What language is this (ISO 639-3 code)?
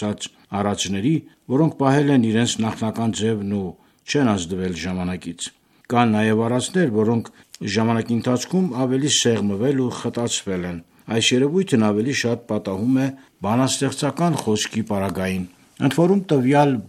hye